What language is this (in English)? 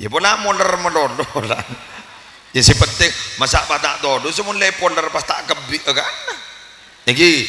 Madurese